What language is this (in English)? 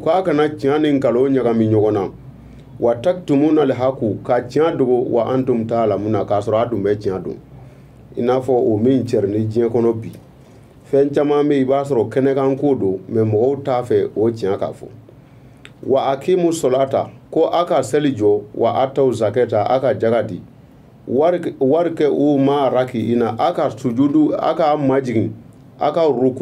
Bambara